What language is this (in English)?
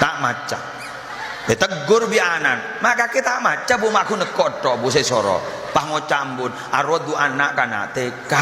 Madurese